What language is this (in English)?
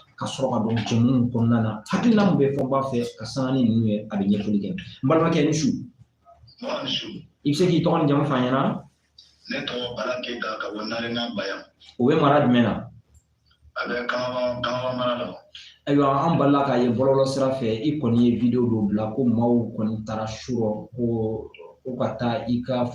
Bambara